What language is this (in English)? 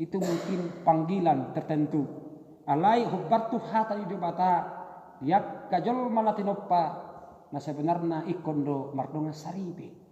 Batak Toba